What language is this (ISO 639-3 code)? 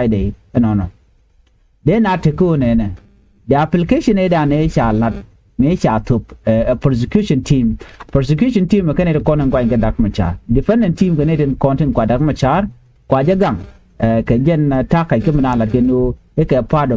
nus